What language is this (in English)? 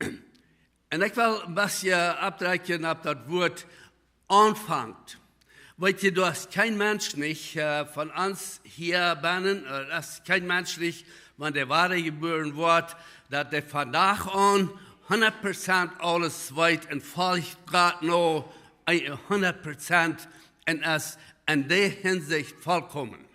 Plautdietsch